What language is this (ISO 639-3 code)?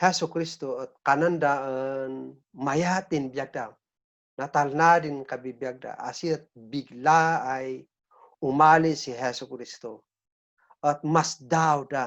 kne